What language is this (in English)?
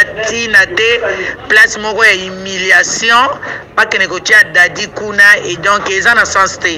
Lingala